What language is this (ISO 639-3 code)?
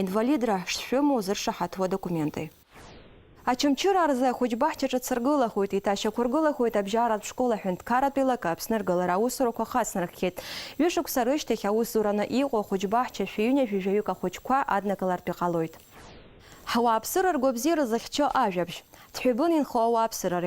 abk